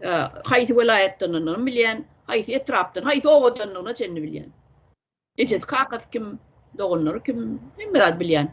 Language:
Turkmen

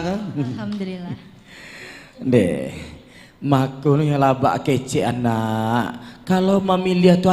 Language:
Minangkabau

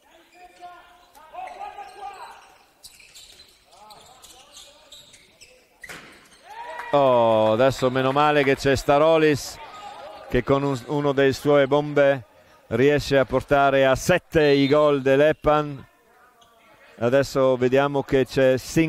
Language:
Italian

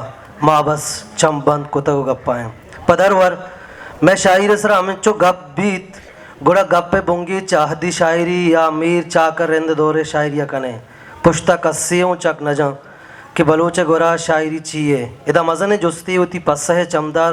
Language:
Baluchi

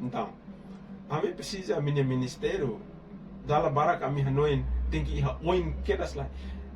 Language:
Tetum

